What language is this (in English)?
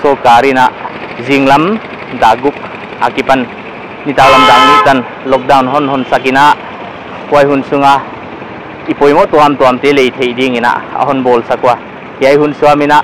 Paite Chin